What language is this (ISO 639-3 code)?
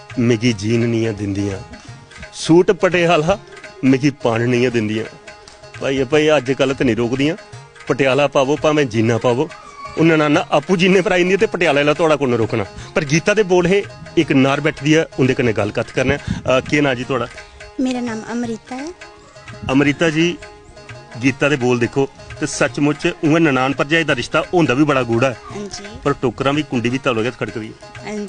doi